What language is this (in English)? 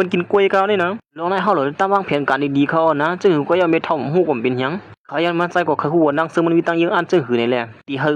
Shan